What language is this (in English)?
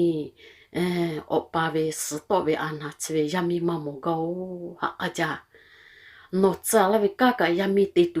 Lahu